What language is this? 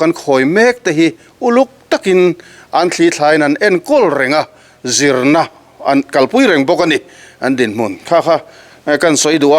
Mizo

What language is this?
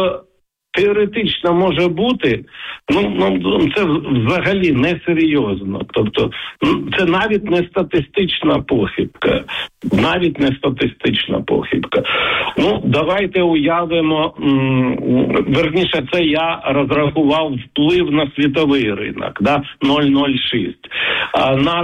Ukrainian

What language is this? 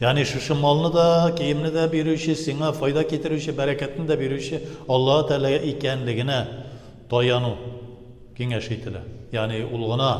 Tatar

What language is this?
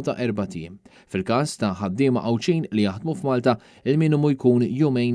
Maltese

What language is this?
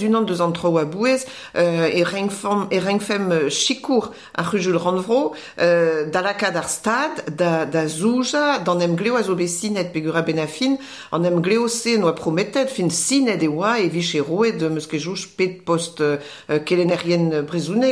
Breton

